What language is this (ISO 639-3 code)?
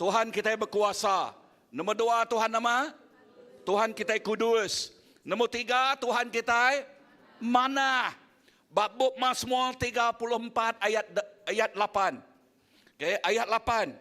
iba